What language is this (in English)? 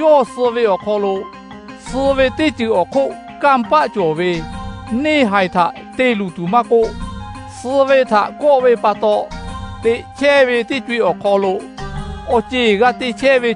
Lahu